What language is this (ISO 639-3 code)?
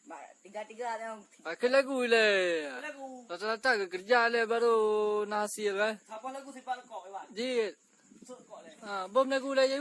ace